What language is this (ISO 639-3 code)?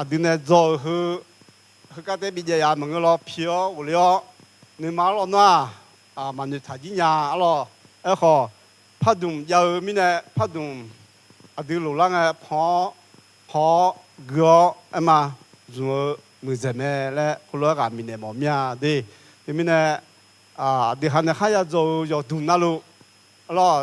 ahk